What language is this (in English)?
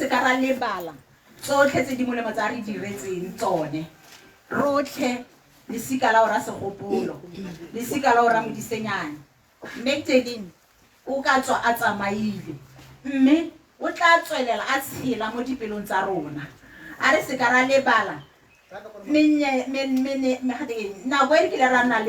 Tswana